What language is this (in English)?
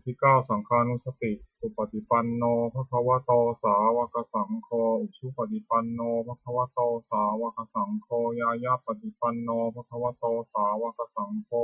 Pali